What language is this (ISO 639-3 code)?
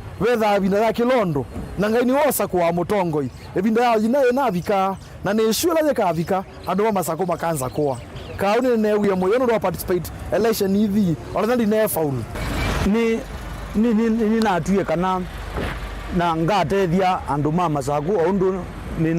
kam